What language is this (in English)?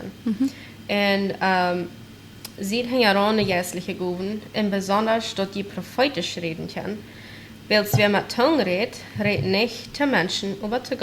Plautdietsch